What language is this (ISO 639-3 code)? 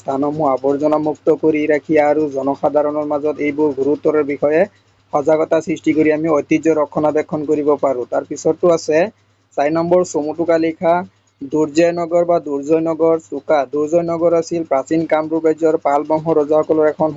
asm